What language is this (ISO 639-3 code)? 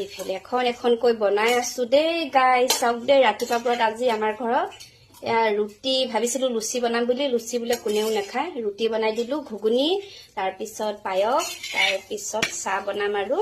asm